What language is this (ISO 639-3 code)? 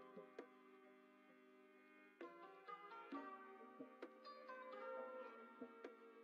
ind